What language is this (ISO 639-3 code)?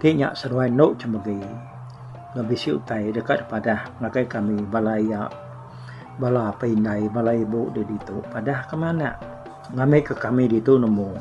iba